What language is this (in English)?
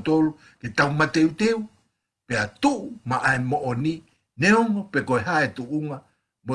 Tongan